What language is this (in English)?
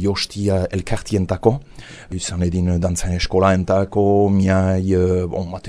Basque